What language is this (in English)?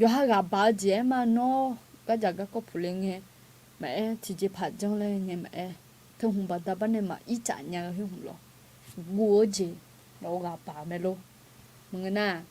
Akha